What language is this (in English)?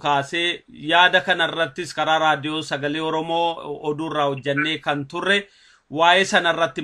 Oromo